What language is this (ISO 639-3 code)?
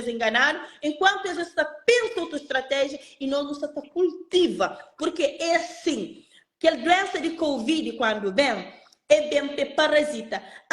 kea